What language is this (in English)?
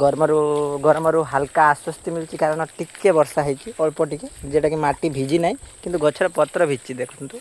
Odia